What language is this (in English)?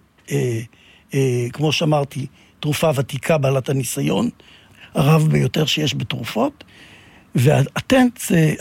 Hebrew